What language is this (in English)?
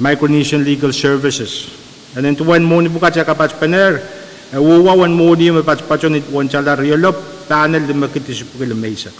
Pohnpeian